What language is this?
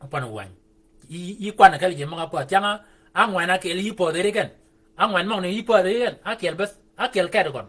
Shilluk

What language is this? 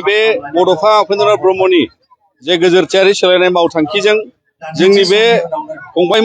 Bodo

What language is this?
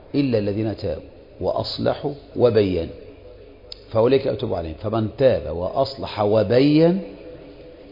Arabic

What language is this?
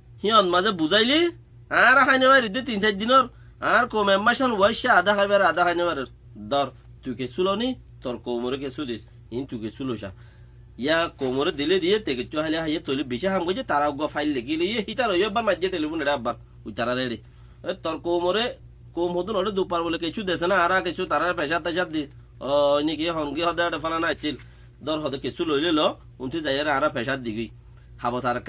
Rohingya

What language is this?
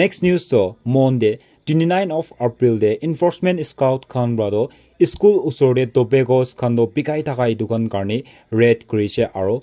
Naga Pidgin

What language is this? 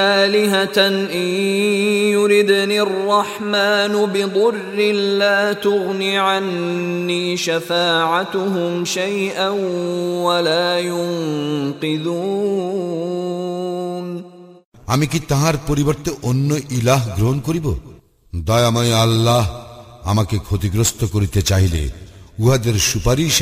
Bangla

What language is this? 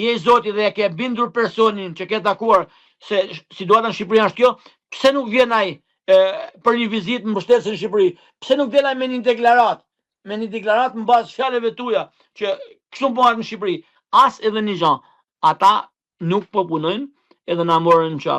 Albanian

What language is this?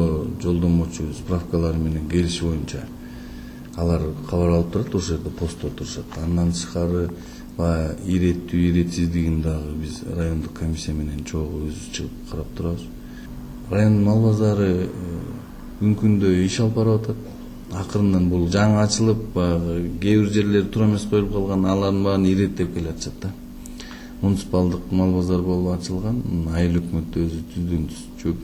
Kyrgyz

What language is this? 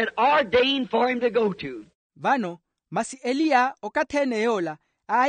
Makhuwa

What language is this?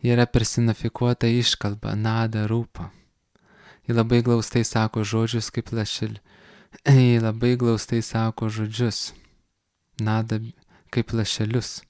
Lithuanian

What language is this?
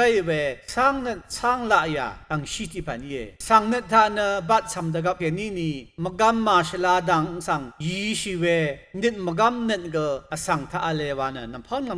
Rawang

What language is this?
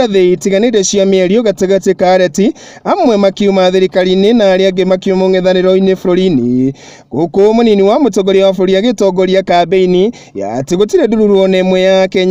Kikuyu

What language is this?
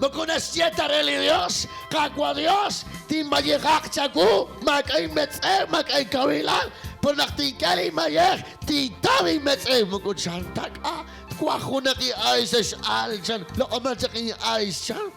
Kekchí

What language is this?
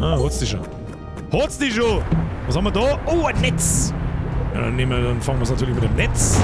Bavarian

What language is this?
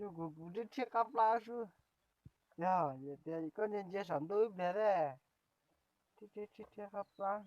Hmong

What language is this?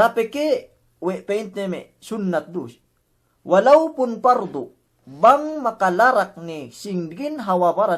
Yakan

